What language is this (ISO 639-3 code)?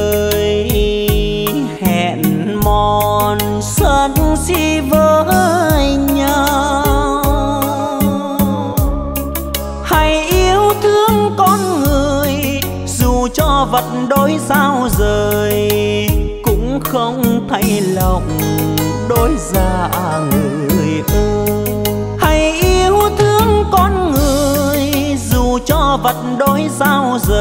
vie